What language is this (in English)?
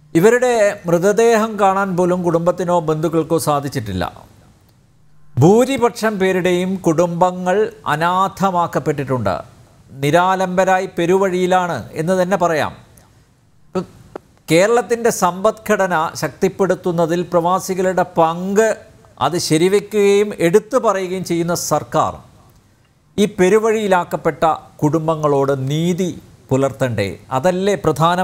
Malayalam